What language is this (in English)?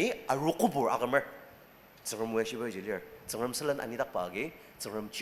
Ao Naga